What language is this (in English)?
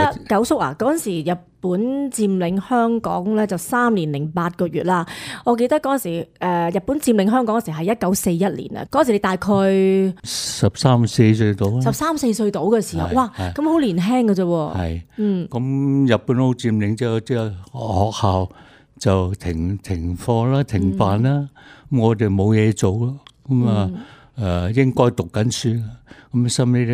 Cantonese